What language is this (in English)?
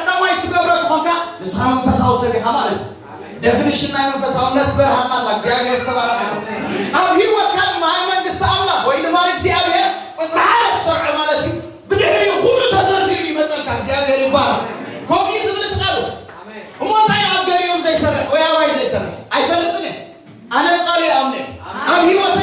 Tigrinya